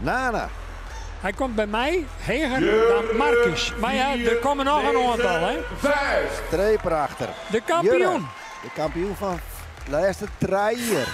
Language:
Western Frisian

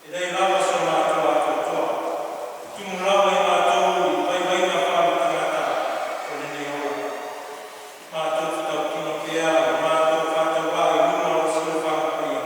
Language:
Samoan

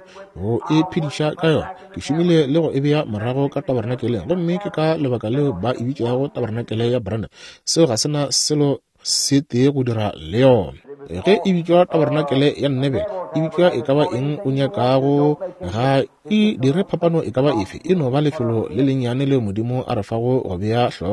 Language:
Northern Sotho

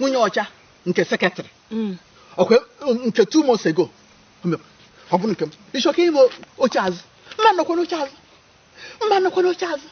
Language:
Igbo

